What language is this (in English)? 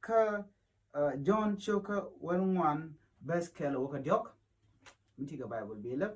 Nuer